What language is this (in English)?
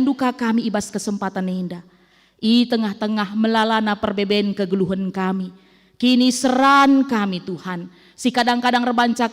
Batak Karo